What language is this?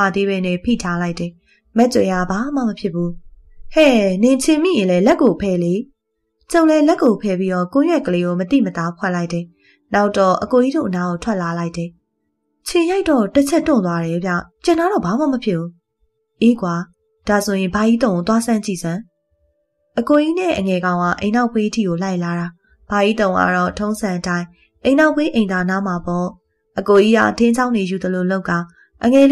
Burmese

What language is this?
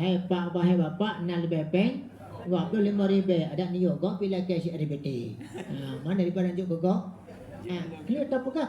Achinese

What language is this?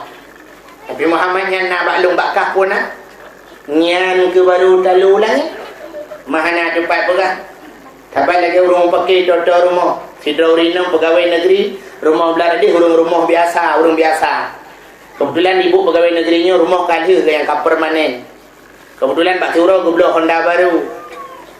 Achinese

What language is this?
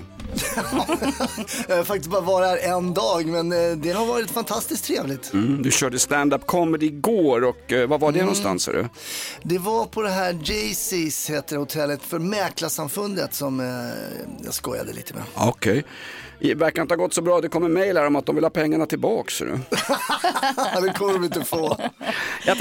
Swedish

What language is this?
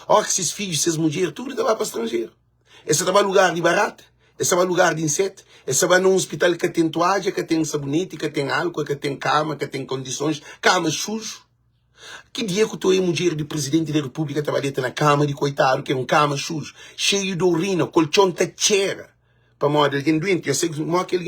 Kabuverdianu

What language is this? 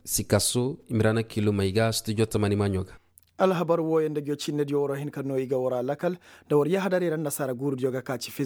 Koyraboro Senni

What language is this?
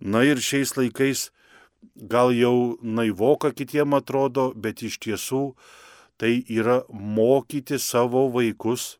Lithuanian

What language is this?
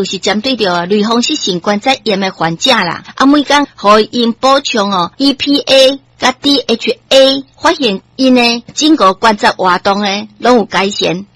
Min Nan Chinese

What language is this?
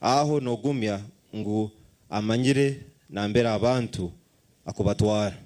Nyankole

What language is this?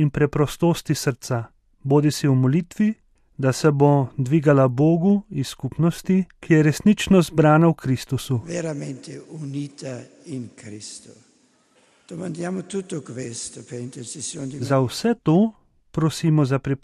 Slovenian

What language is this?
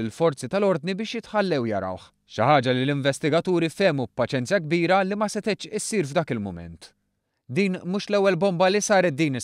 Maltese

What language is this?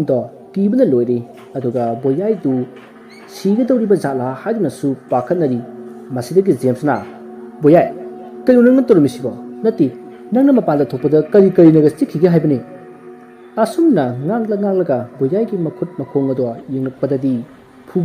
Manipuri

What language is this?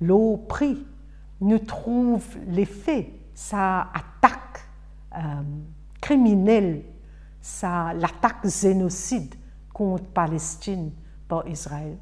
Morisyen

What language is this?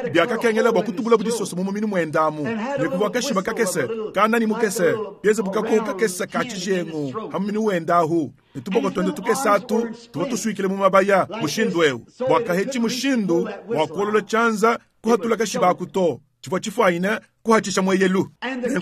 Luba-Lulua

